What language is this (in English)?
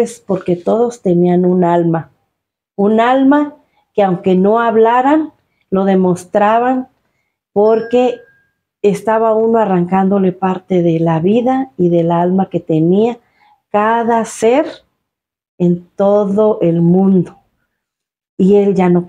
Spanish